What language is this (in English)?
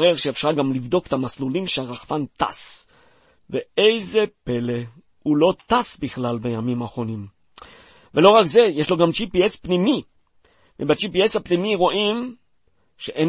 Hebrew